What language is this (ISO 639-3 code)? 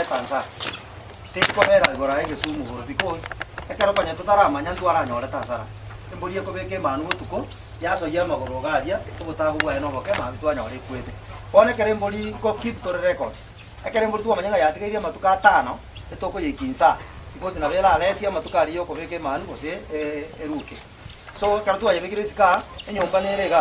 guz